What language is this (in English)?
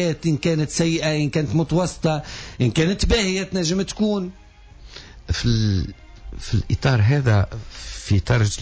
Tunisian Arabic